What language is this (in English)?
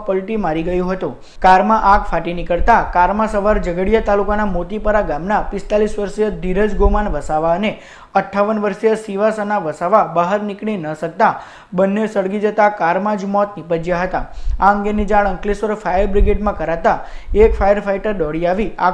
Gujarati